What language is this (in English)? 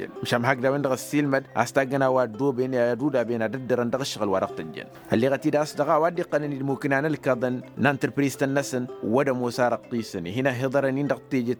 Tamasheq